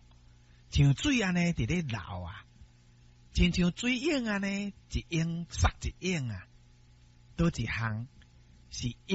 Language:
Min Nan Chinese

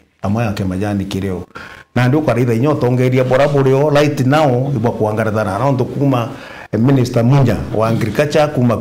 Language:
Meru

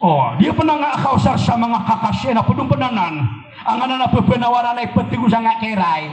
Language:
Maranao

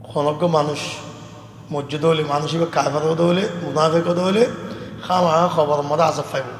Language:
Rohingya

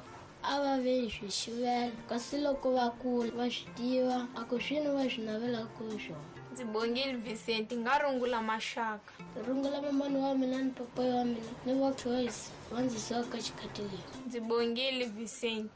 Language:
Tsonga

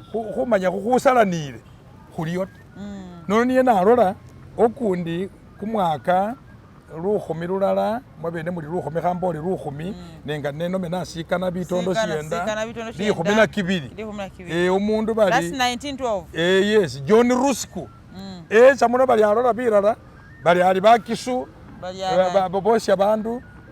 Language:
Masaaba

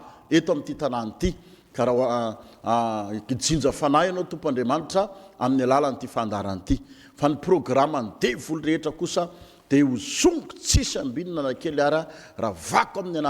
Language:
Malagasy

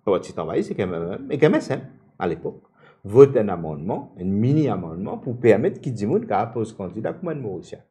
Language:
Morisyen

